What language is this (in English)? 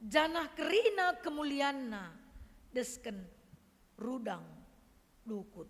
Batak Karo